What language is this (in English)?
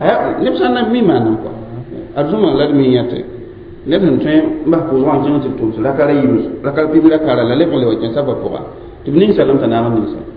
Mossi